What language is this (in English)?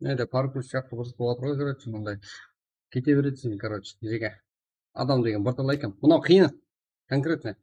Kara-Kalpak